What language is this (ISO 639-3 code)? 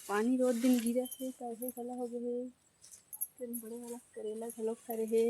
hne